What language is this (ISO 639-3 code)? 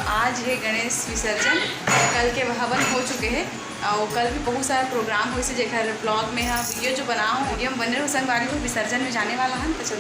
hne